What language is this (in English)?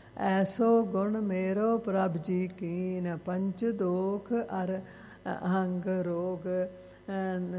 Punjabi